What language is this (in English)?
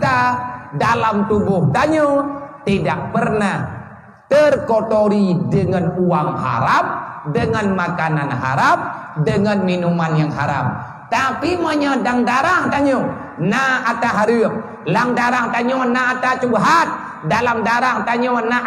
Achinese